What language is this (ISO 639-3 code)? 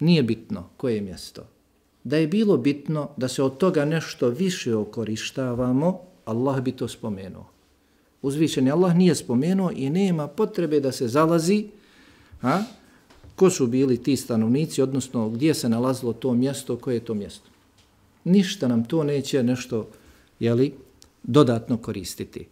bos